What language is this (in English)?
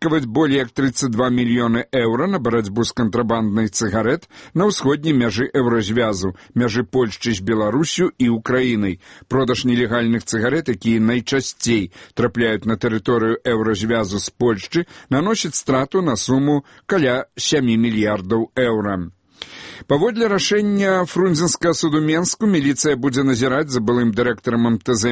Belarusian